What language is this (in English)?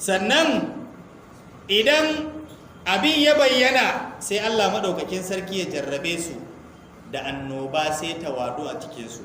Hausa